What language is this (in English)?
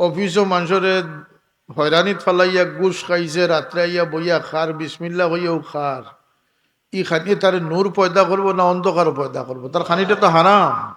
Sylheti